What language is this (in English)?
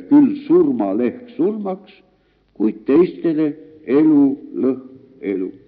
Estonian